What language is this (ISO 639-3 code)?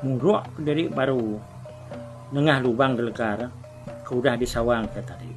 iba